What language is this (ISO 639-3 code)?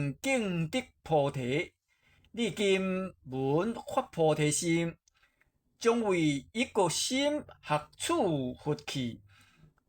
nan